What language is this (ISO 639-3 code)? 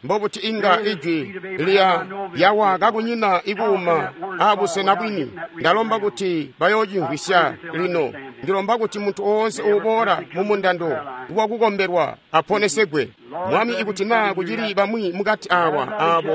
toi